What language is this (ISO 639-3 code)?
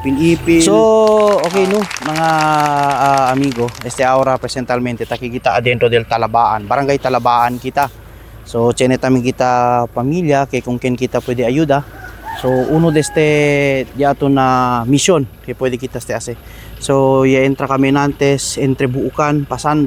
cbk